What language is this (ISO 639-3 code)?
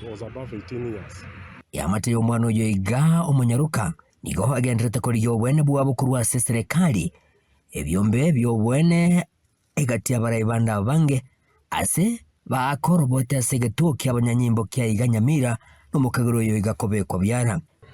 guz